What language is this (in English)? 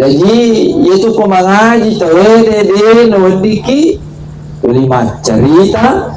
Buginese